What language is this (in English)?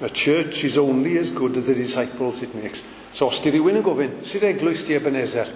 Welsh